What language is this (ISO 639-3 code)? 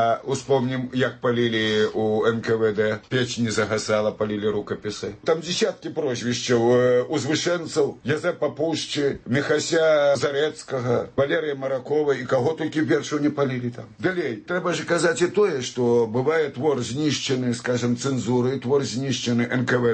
bel